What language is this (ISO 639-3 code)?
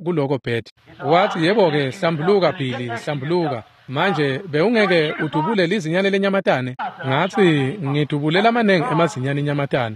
ssw